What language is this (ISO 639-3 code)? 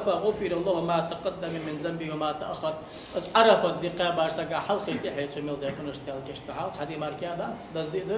inh